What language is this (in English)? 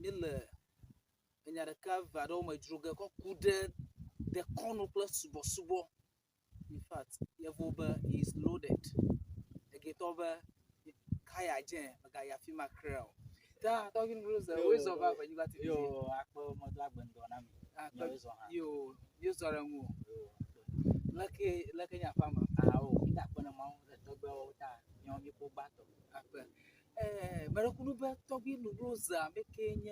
Ewe